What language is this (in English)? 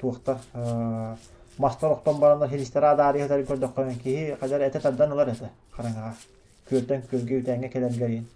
Yakut